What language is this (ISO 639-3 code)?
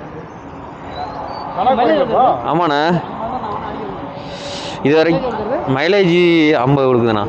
tam